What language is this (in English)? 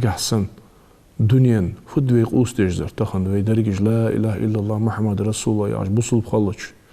Ingush